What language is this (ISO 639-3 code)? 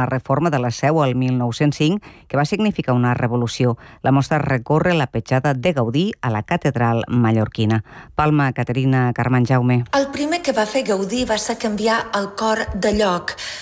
cat